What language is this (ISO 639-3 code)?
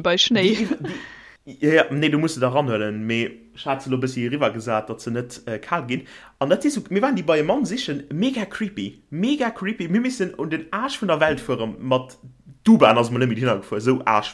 ltz